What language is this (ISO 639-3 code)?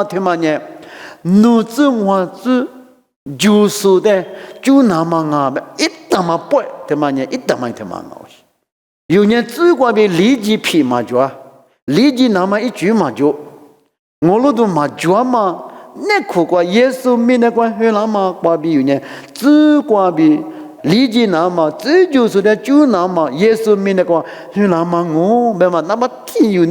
lis